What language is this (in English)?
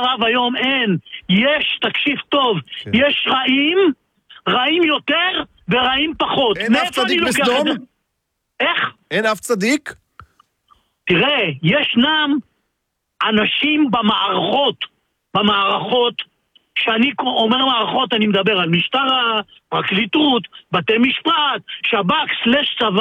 Hebrew